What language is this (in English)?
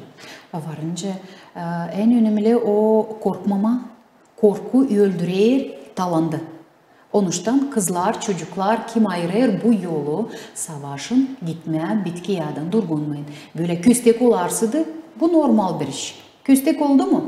Gagauz